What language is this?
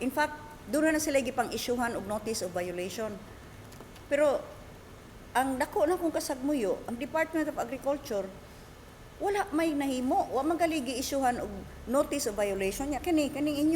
Cebuano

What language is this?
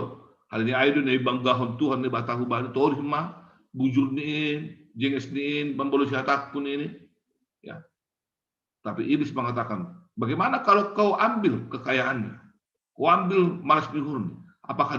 Batak Simalungun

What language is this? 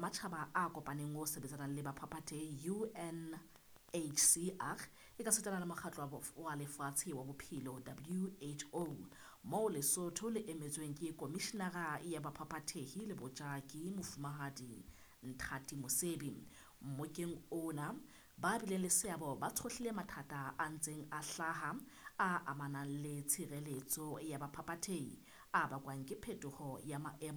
Southern Sotho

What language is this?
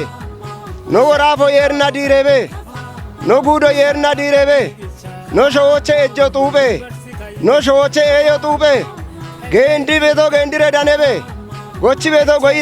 Kafa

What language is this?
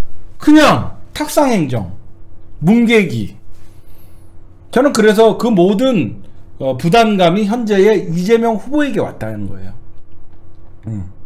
Korean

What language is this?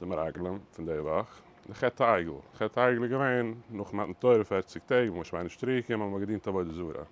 Yiddish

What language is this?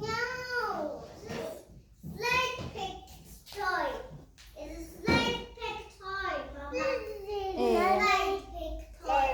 Tswana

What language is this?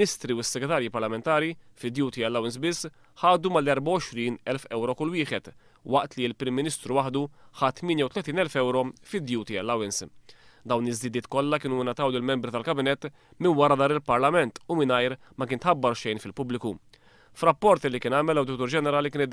Maltese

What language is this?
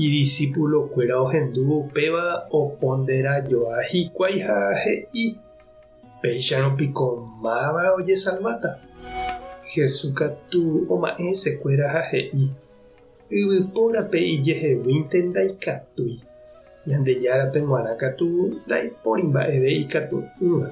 Guarani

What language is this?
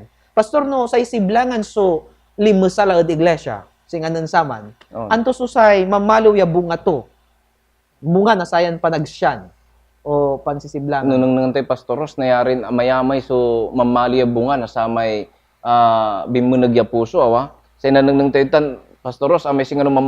Pangasinan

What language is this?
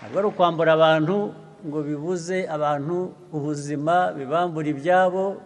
Kinyarwanda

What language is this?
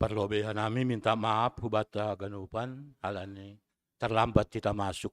Batak Simalungun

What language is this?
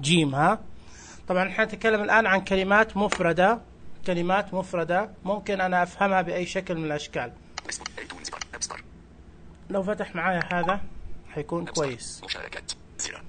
Najdi Arabic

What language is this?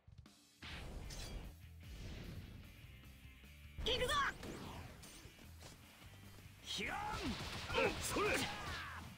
Japanese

